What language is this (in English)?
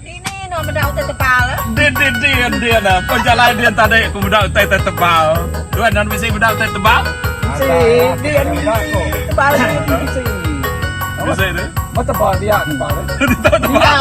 Iban